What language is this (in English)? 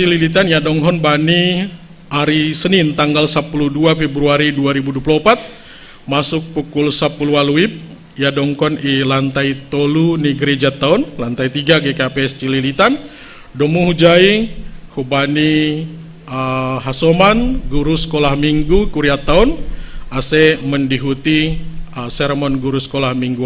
Batak Simalungun